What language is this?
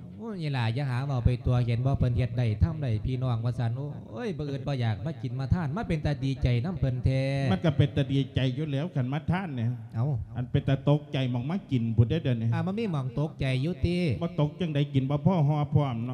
Lao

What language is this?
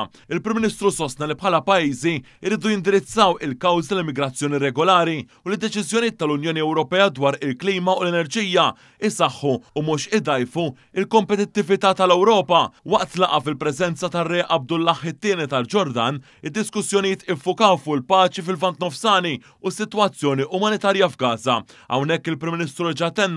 Maltese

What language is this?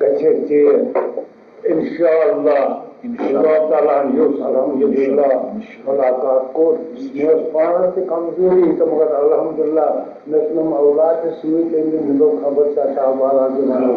Kashmiri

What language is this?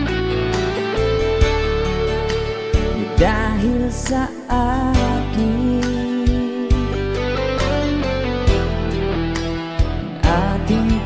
Filipino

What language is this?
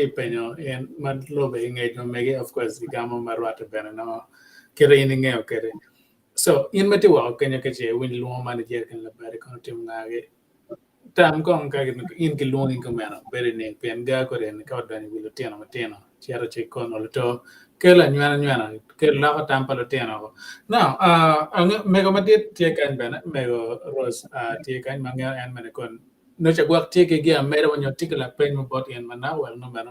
Acoli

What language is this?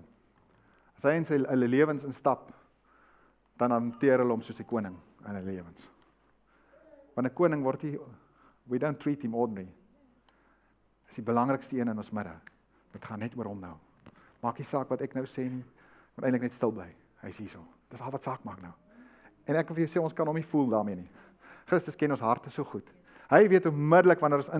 Afrikaans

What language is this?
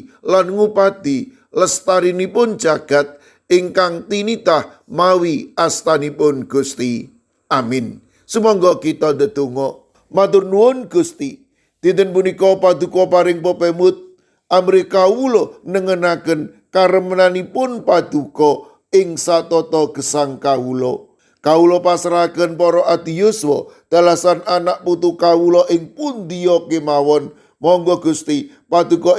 Javanese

